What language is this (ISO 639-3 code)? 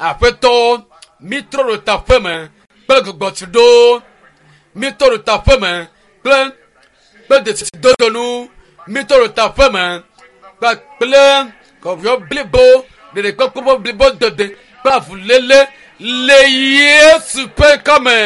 ewe